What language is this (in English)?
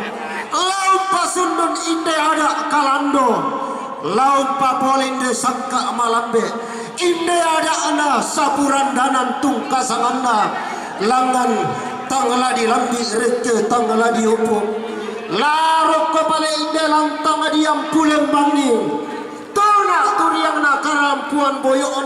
Toraja-Sa'dan